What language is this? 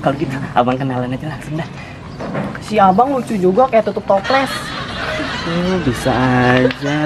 Betawi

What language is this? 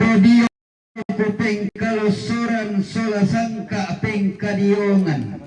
Toraja-Sa'dan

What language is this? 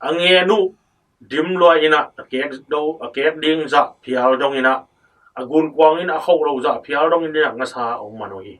Tedim Chin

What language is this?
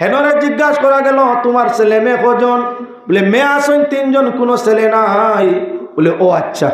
Sylheti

